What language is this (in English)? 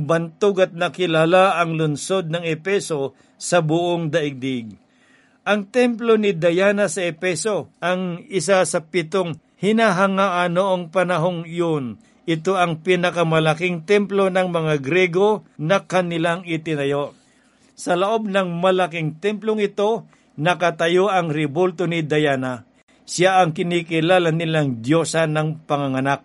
Filipino